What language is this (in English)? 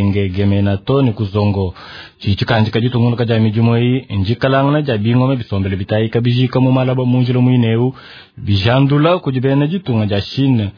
Luba-Lulua